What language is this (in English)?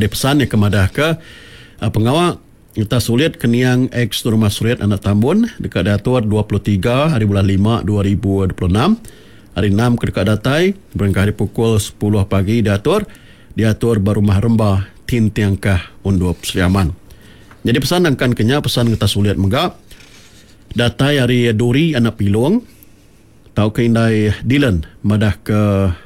Iban